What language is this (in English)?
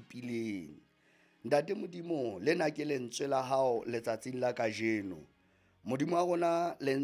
Southern Sotho